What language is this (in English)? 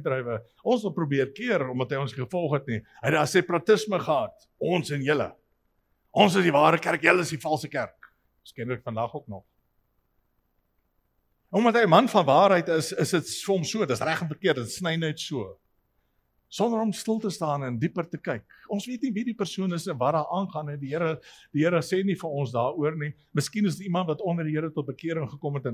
Afrikaans